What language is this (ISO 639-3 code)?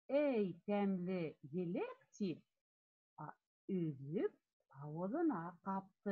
bak